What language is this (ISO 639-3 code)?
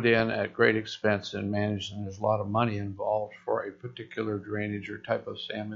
eng